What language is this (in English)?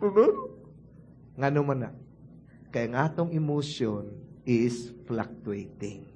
Cebuano